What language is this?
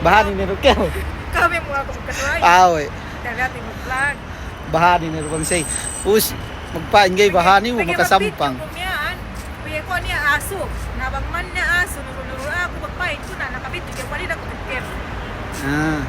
Yakan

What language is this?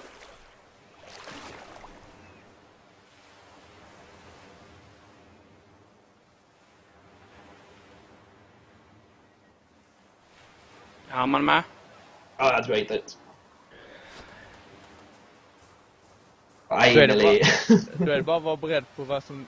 Swedish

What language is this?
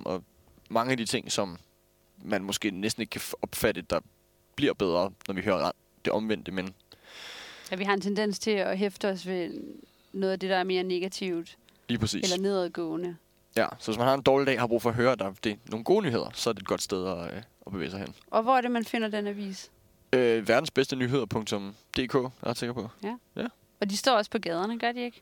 Danish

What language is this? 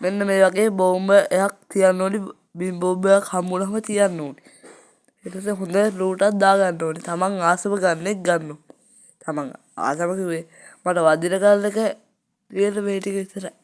Sinhala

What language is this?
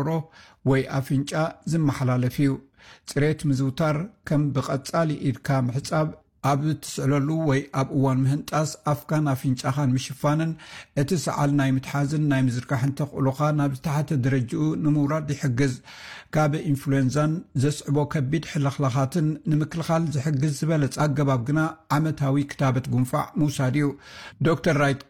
Tigrinya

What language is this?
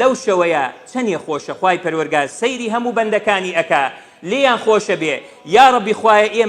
Central Kurdish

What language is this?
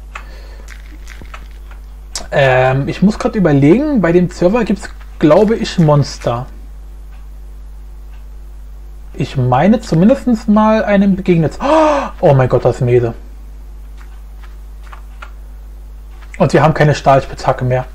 German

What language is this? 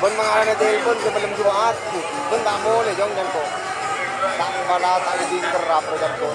Madurese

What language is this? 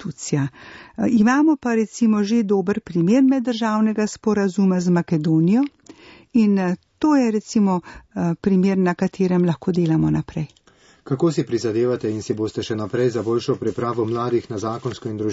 Slovenian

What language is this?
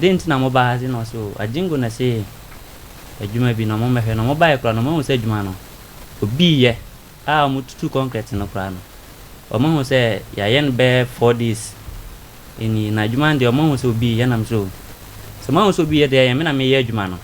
Akan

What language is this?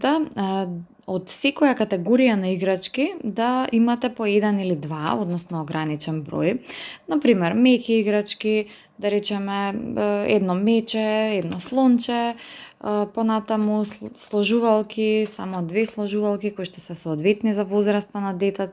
Macedonian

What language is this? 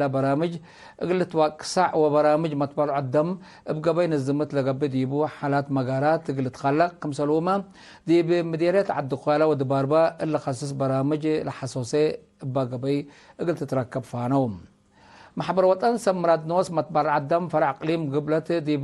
Tigre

